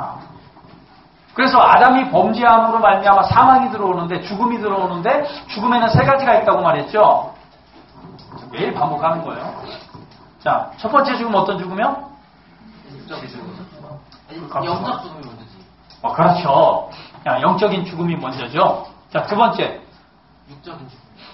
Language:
Korean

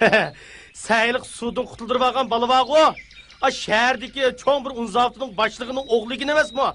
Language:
Uyghur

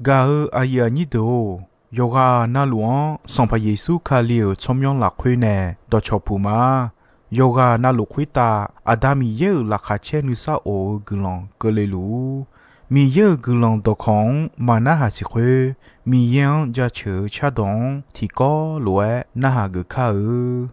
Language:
Akha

